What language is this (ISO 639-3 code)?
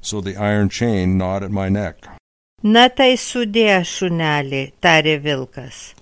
lit